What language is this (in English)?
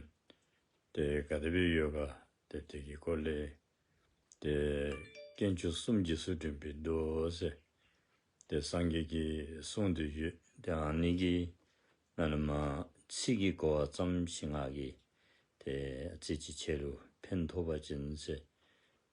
Dzongkha